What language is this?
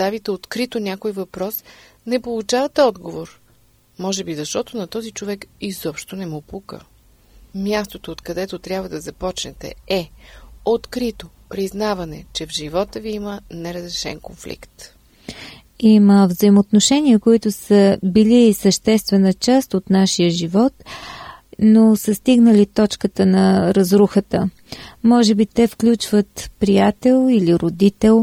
Bulgarian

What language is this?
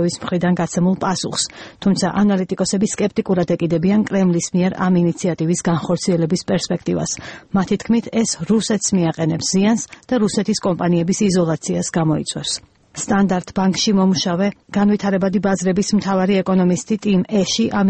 Georgian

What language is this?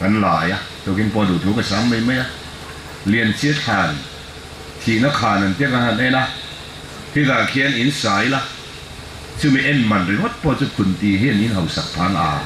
Falam Chin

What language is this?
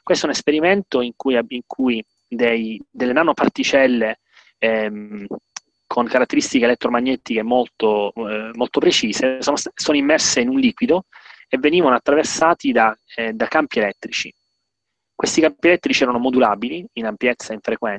Italian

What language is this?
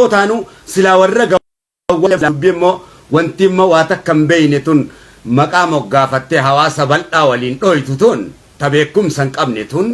Oromo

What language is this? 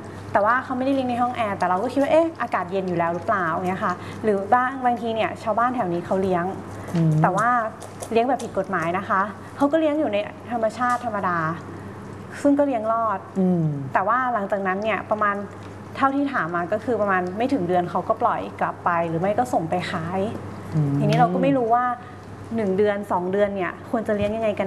Thai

